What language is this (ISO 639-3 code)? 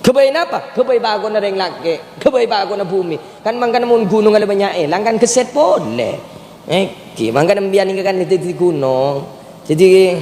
mad